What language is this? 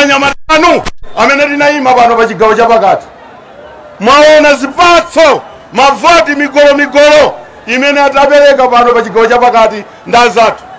Nyanja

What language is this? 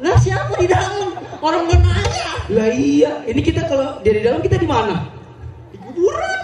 Betawi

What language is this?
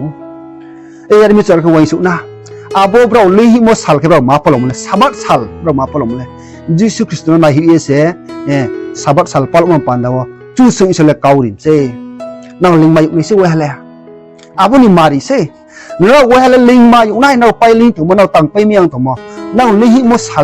Riang (India)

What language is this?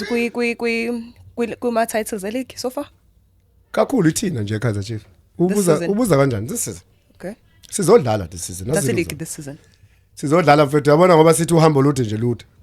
Zulu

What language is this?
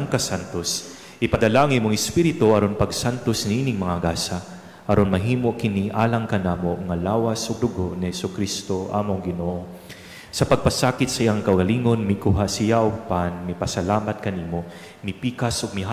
Cebuano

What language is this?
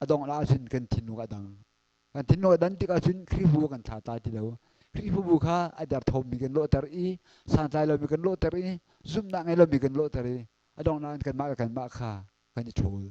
Hakha Chin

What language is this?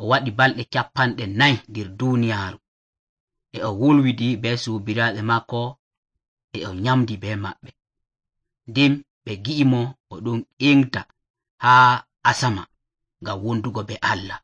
Nigerian Fulfulde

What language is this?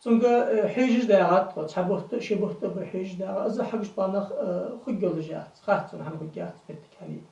Ingush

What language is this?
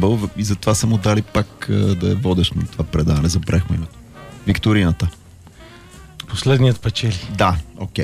Bulgarian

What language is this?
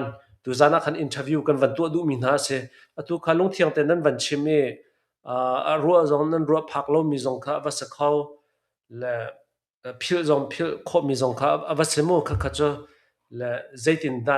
Hakha Chin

